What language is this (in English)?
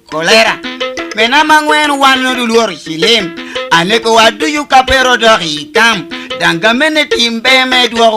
Lango (Uganda)